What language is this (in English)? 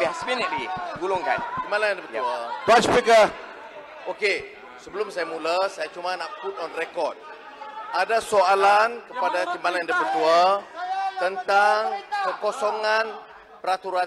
Malay